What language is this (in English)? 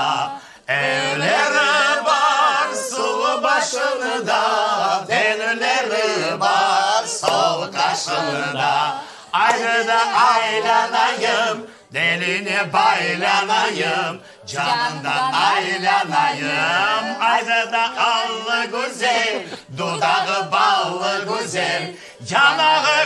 Crimean Tatar